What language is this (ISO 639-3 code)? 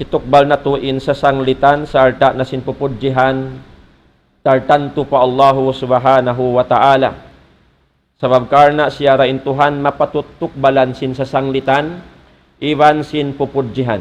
tsg